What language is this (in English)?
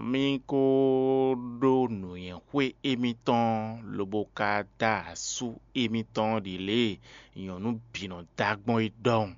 Fon